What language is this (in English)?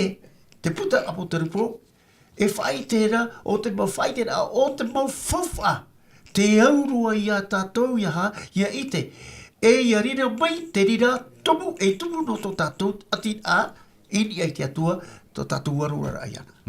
Tahitian